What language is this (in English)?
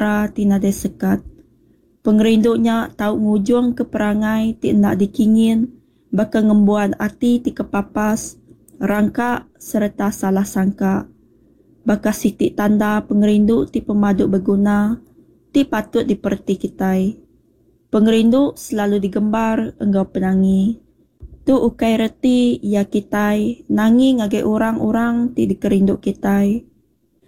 Iban